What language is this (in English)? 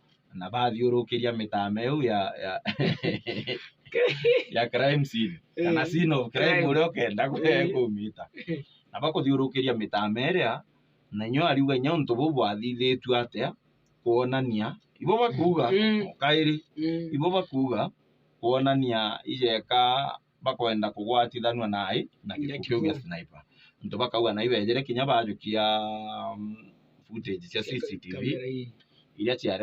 Meru